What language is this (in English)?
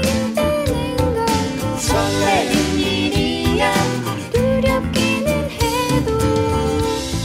Korean